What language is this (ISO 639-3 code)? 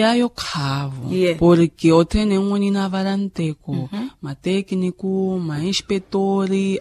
vmw